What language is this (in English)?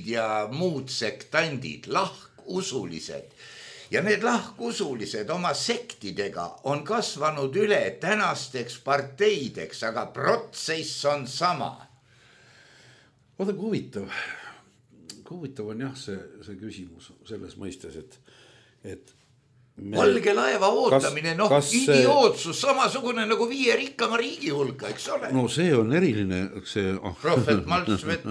Estonian